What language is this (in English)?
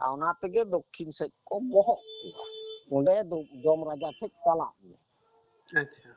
Santali